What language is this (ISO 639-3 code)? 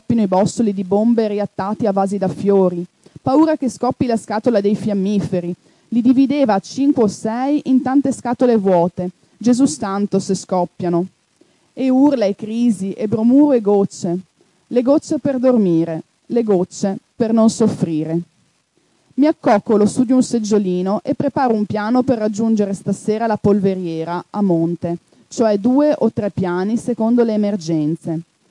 ita